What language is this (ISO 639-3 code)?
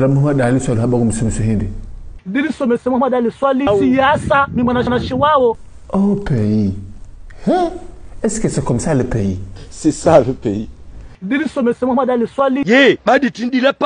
zdj